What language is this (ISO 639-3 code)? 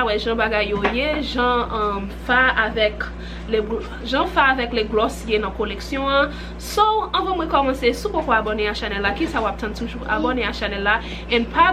hat